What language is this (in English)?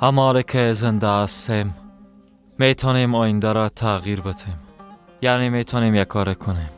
Persian